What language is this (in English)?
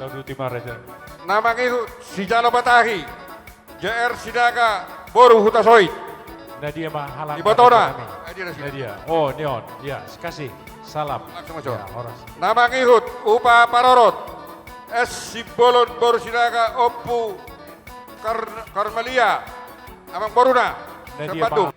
Batak Toba